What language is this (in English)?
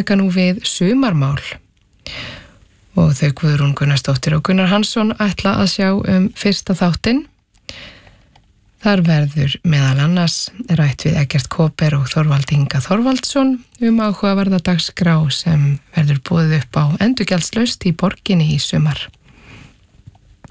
Icelandic